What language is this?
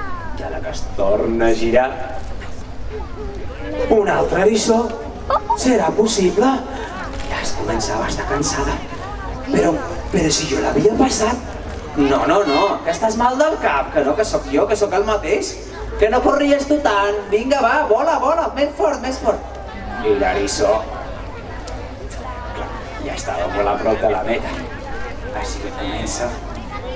Catalan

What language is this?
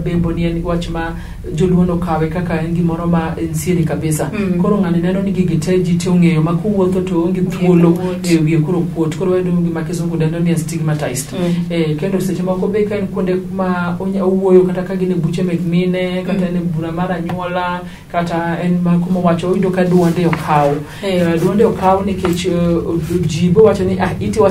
Luo (Kenya and Tanzania)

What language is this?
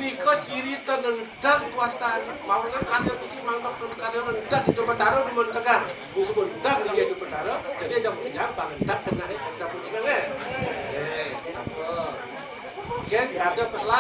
Balinese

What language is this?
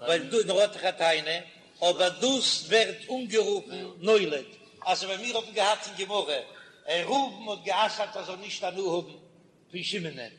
Yiddish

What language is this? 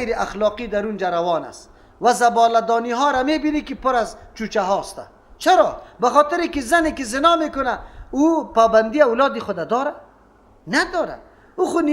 Persian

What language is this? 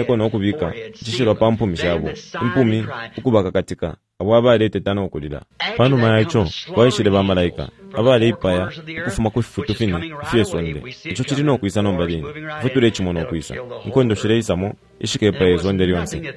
Bemba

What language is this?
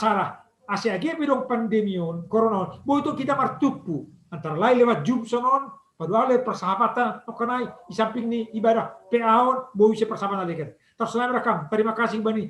Batak Simalungun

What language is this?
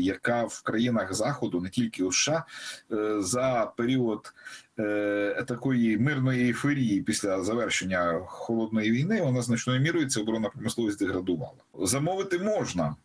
Ukrainian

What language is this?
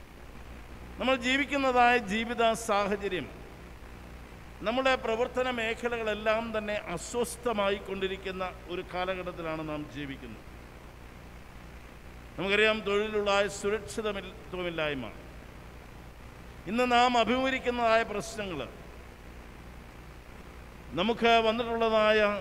Malayalam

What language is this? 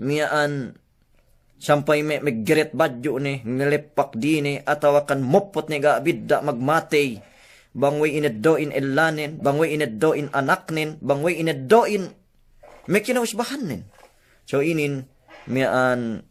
Yakan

